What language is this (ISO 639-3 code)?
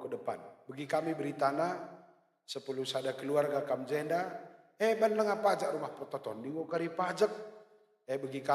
btx